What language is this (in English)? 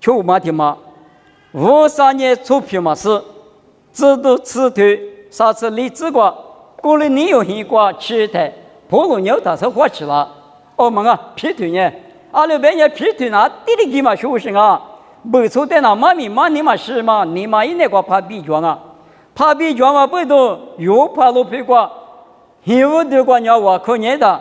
Lisu